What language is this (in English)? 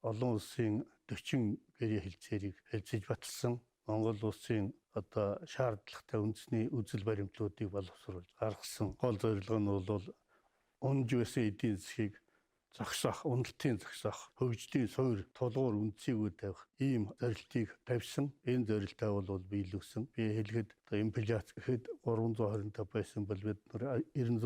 Mongolian